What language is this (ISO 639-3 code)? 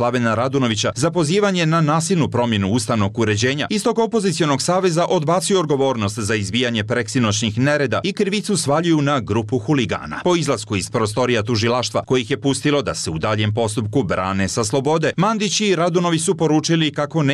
srp